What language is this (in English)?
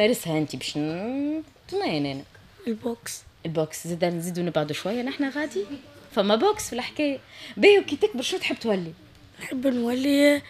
Tunisian Arabic